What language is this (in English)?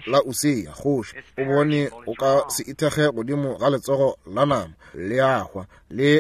Northern Sotho